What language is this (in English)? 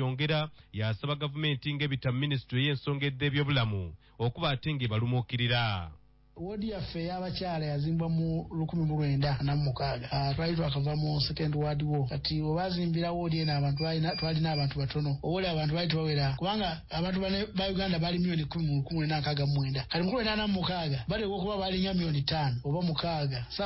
Nyoro